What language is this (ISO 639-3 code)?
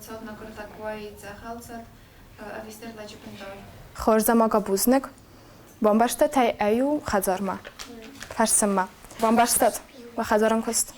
oss